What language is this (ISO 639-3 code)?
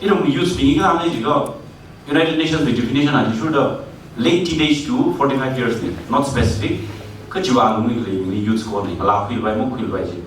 nmf